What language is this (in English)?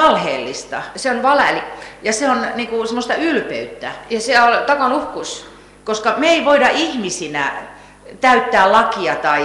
Estonian